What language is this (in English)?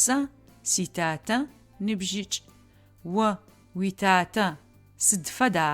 Adyghe